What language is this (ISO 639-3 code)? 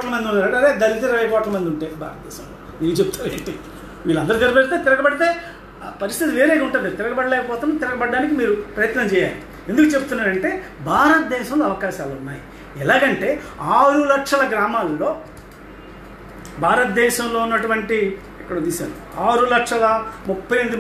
tel